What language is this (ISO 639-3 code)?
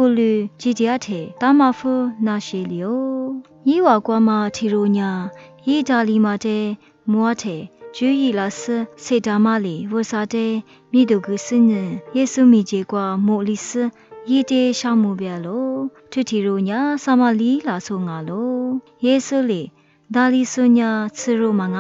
lis